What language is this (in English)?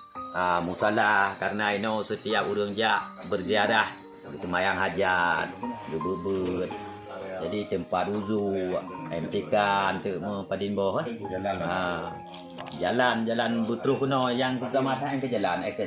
Achinese